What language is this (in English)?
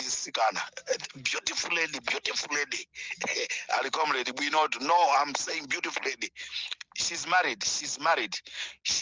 Nyanja